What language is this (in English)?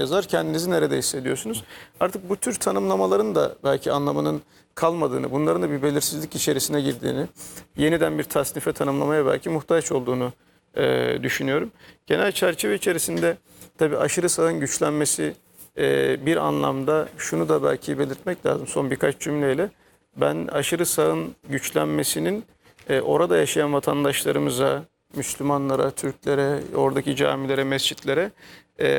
Turkish